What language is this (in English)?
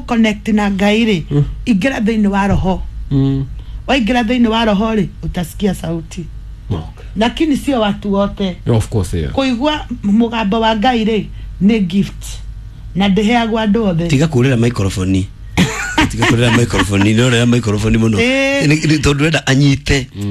Kikuyu